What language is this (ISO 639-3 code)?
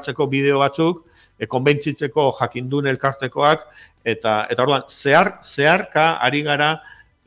eus